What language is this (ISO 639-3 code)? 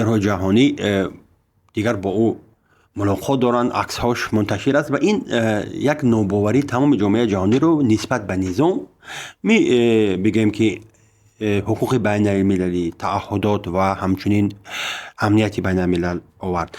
tgk